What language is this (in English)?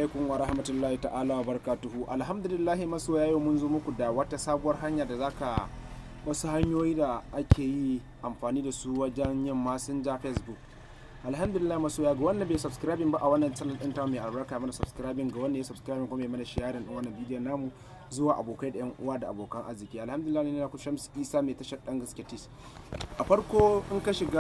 Hausa